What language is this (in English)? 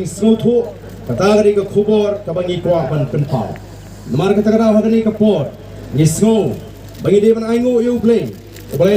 Khasi